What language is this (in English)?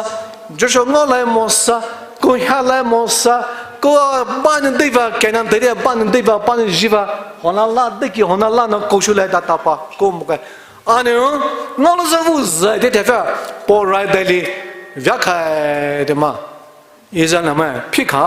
Poumei Naga